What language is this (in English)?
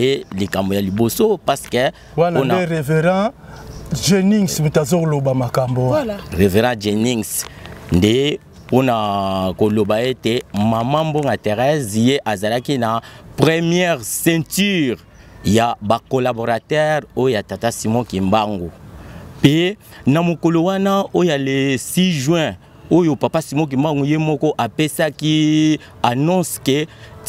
Lingala